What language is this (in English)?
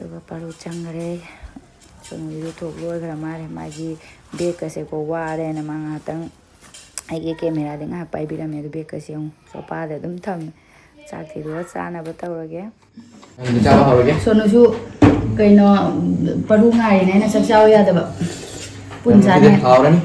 Manipuri